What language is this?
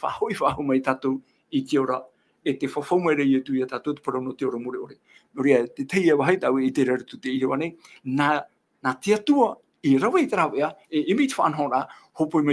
Tahitian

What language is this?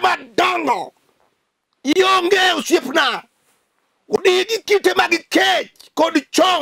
Luo (Kenya and Tanzania)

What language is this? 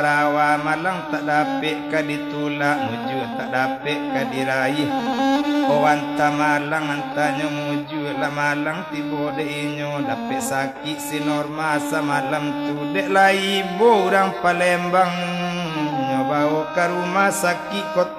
Minangkabau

